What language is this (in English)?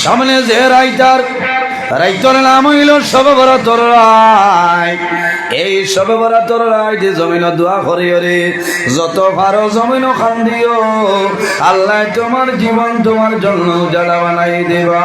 Sylheti